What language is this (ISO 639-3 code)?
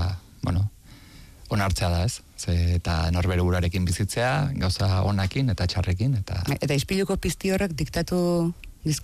eus